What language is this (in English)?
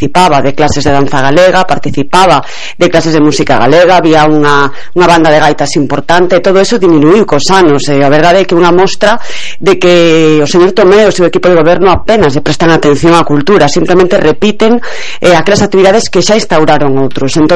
Galician